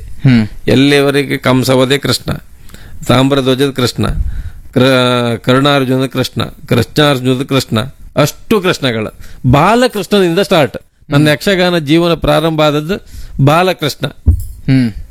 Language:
Kannada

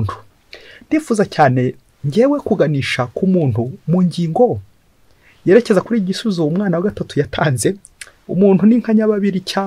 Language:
Kinyarwanda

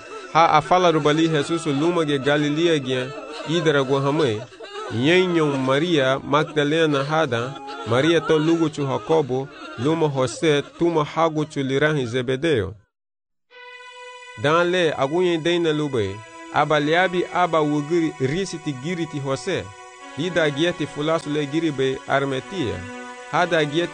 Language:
Garifuna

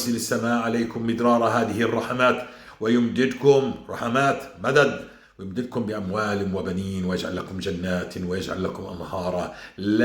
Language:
North Levantine Arabic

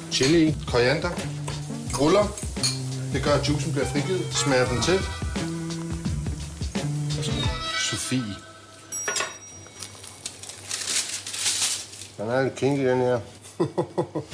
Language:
Danish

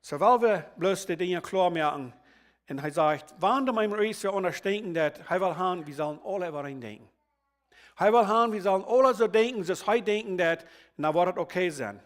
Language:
Plautdietsch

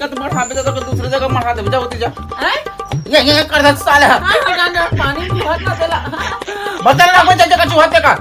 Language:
Chhattisgarhi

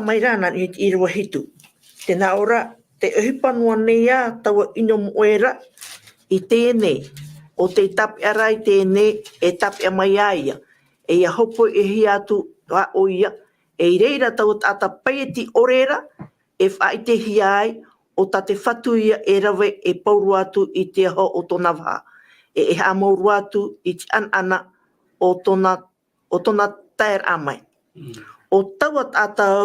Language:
Tahitian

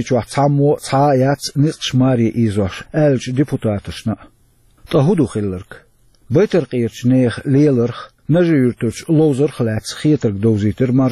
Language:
Chechen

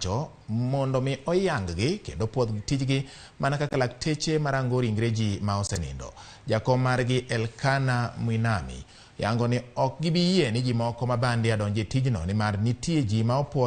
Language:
Luo (Kenya and Tanzania)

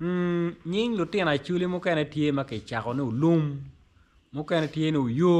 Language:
Acoli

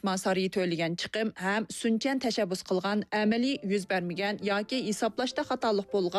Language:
Uyghur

